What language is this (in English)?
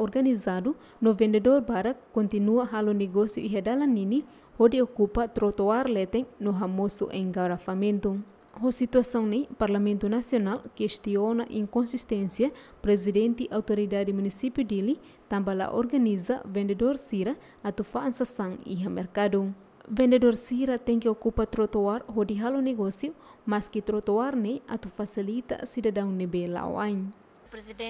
Tetum